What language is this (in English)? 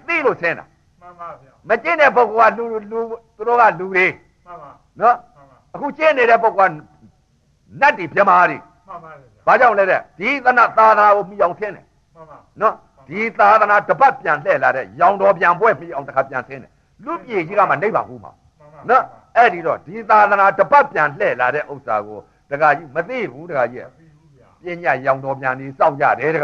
Burmese